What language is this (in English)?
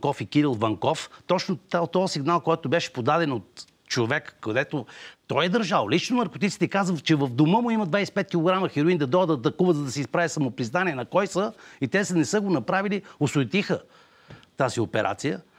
Bulgarian